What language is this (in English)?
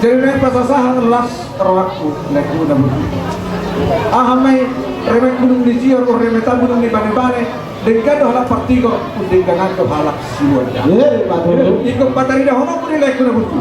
Batak Toba